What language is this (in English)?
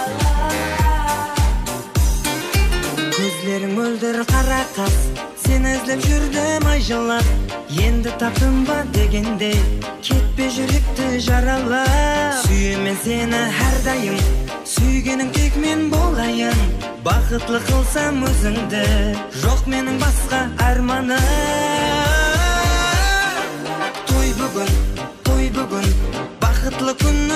Kara-Kalpak